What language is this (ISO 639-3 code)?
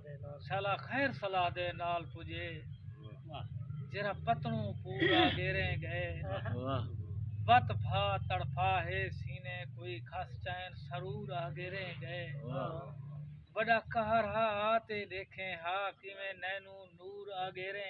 skr